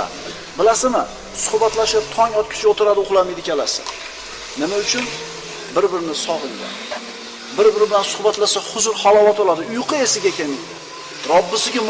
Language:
Uzbek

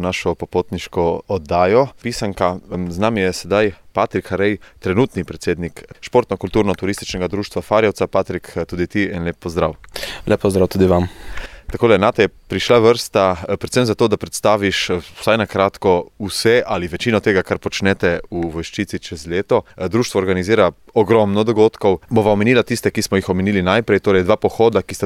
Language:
Slovenian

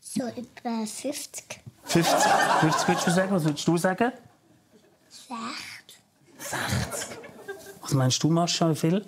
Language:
Swiss German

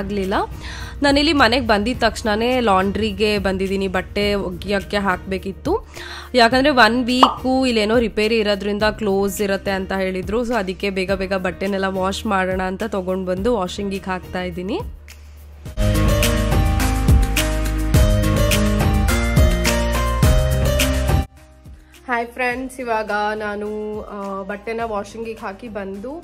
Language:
Kannada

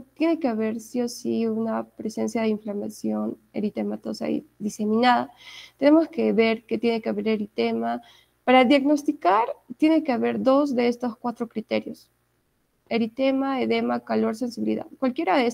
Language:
Spanish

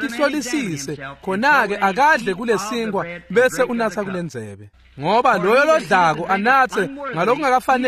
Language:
Swati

